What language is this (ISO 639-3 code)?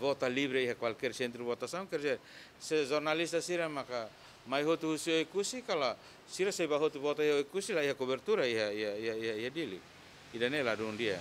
tet